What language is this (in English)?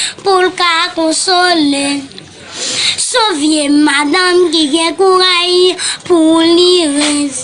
Haitian Creole